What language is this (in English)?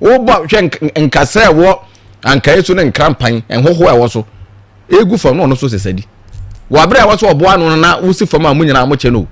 Akan